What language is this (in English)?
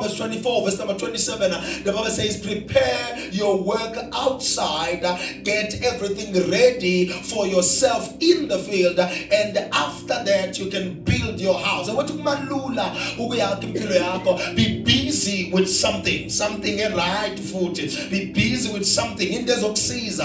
Zulu